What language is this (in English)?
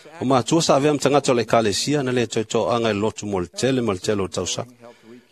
Samoan